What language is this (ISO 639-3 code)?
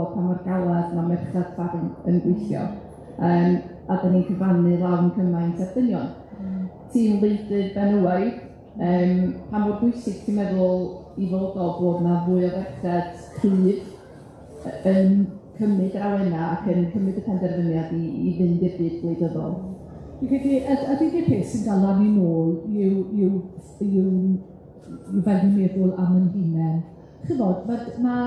cym